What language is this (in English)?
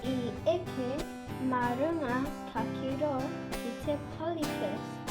Māori